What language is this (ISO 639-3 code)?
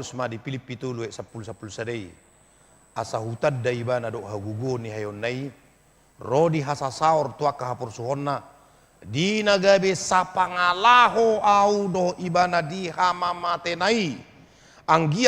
bbc